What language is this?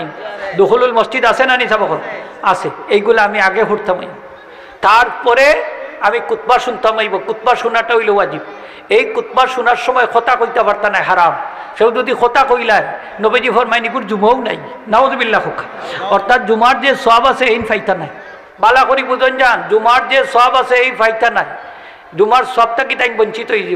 Sylheti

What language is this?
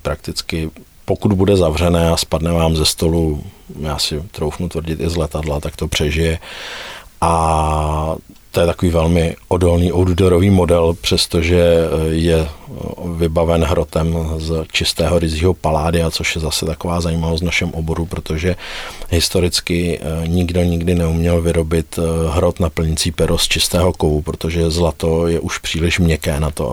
Czech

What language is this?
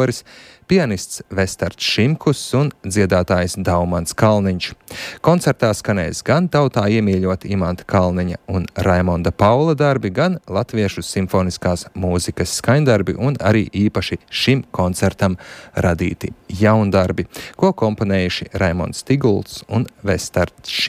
Latvian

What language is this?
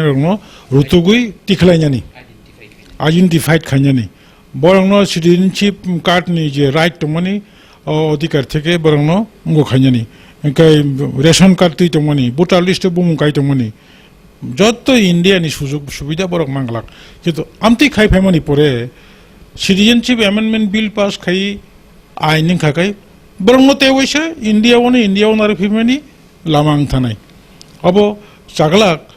Kok Borok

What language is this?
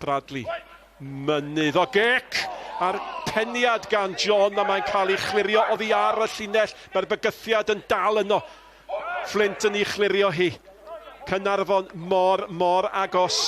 Welsh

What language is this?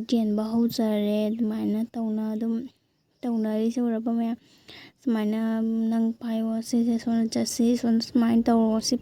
Manipuri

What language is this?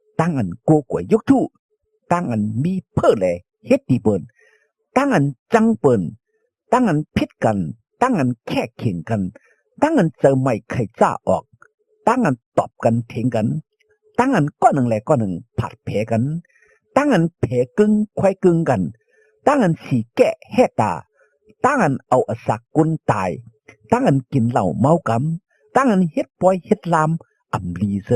Shan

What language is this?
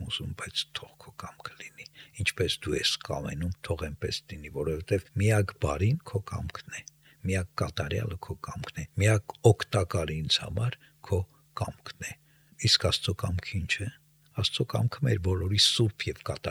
Armenian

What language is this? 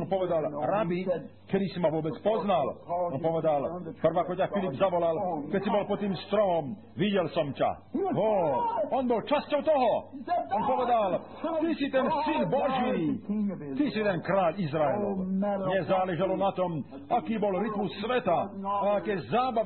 Slovak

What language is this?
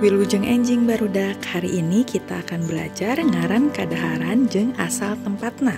Sundanese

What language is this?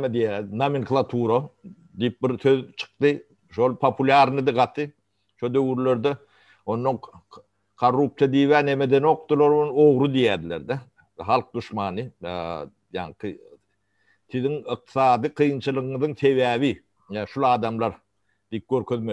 Turkmen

